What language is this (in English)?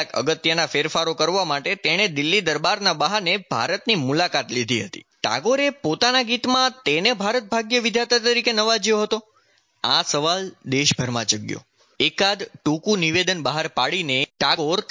Gujarati